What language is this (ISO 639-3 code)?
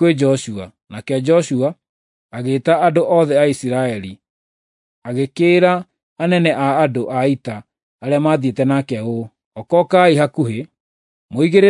kik